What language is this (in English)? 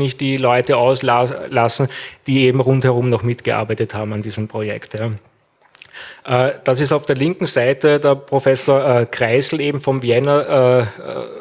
German